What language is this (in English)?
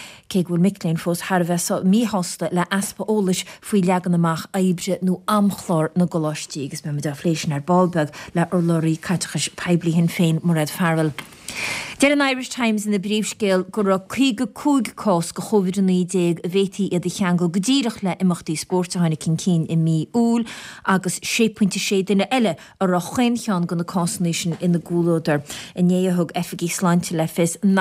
Irish